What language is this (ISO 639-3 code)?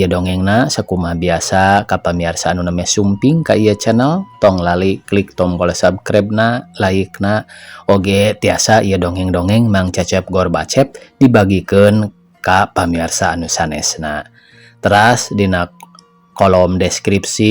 sun